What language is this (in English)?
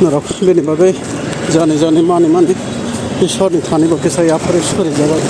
Kok Borok